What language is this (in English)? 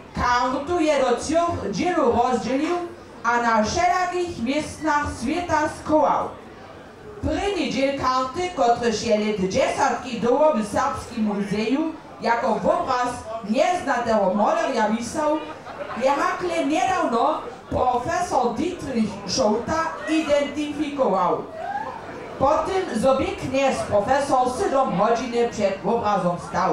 Upper Sorbian